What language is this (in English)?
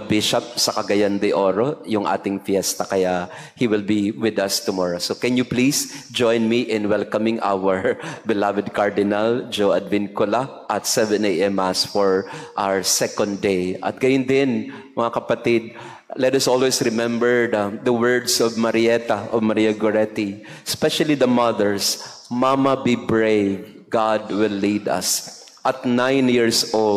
Filipino